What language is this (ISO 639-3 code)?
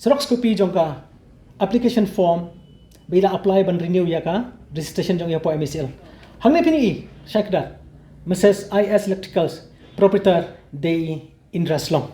kha